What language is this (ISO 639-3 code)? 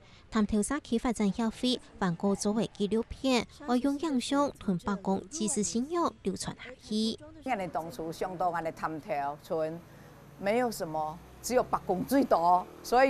hak